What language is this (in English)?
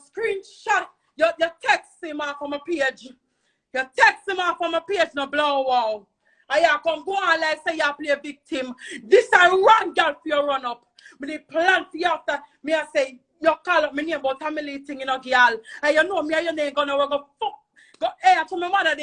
Jamaican Creole English